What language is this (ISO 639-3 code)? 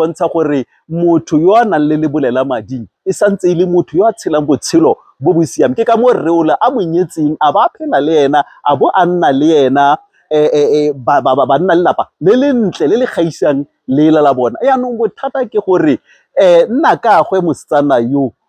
tsn